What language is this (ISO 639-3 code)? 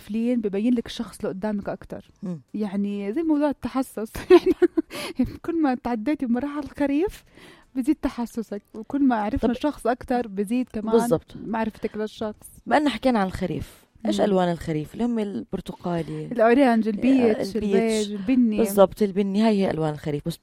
apc